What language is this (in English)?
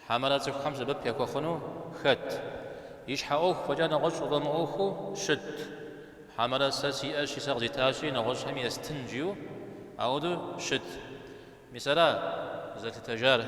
Kabardian